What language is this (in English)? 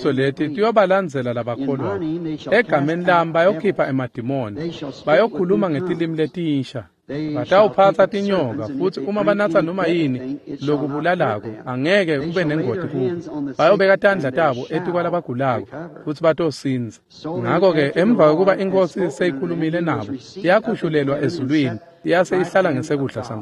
Swati